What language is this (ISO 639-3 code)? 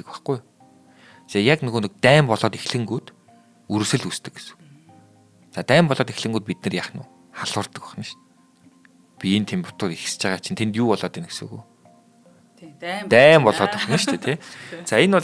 mon